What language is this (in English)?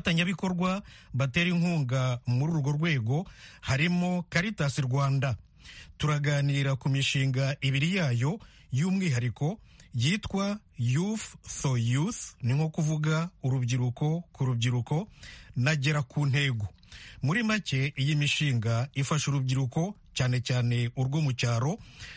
Kinyarwanda